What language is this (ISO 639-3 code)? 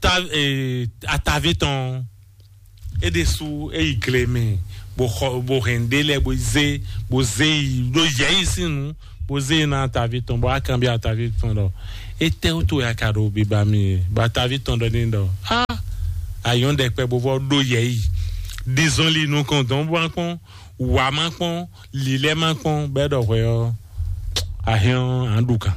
fon